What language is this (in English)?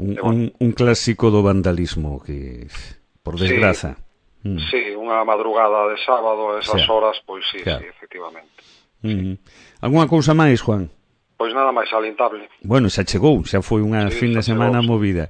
Galician